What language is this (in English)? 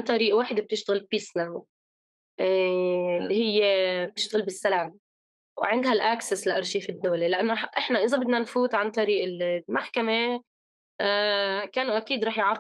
North Levantine Arabic